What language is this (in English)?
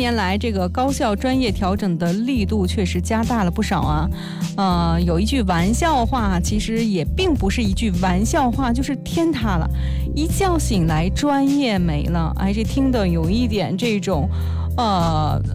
Chinese